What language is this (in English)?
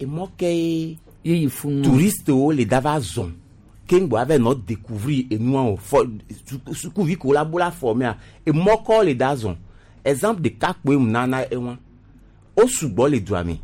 Gen